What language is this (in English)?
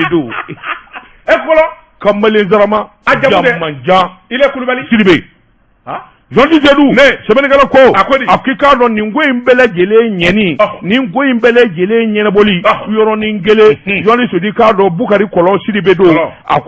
Bambara